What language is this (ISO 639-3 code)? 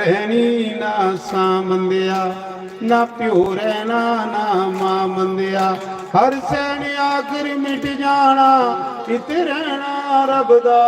doi